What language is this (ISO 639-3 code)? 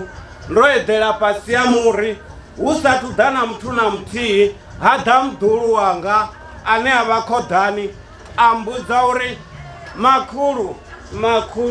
ven